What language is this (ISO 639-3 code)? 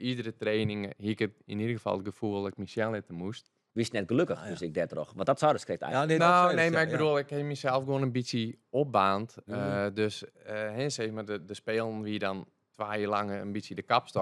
fry